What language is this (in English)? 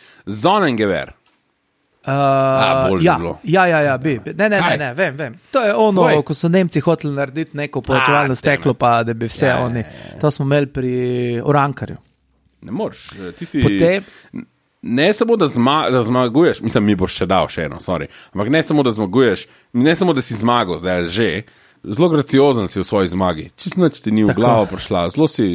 Slovenian